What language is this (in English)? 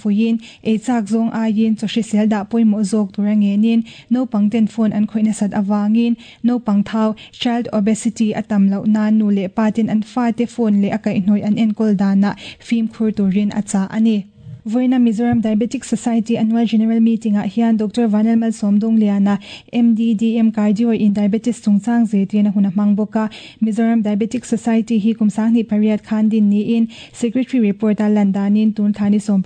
Mizo